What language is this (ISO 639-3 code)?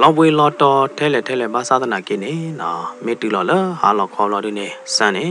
ksw